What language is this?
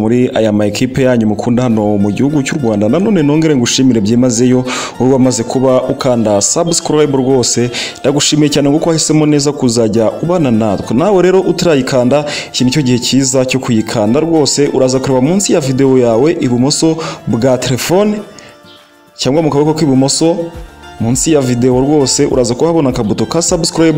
Kinyarwanda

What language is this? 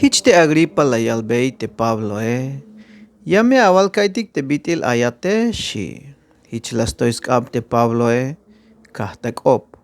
Tzeltal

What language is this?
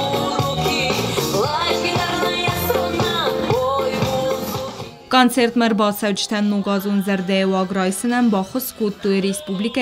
Ossetic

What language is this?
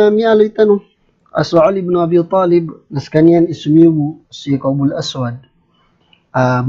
Maranao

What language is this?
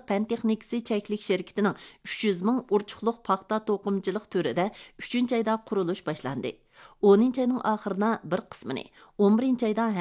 Uyghur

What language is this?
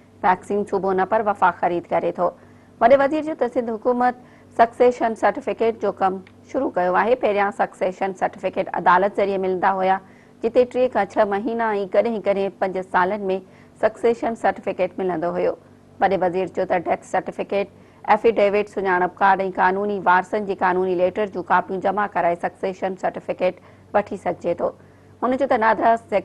Sindhi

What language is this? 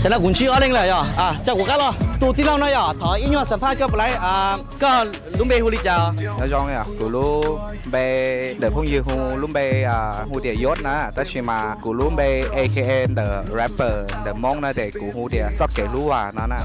Hmong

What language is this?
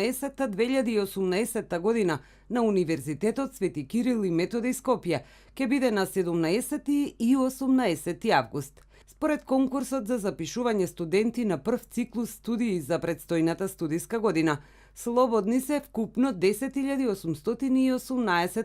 Macedonian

